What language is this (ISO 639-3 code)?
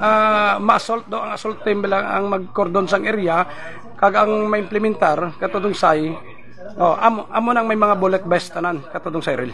hil